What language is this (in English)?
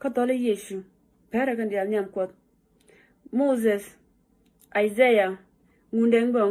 Nuer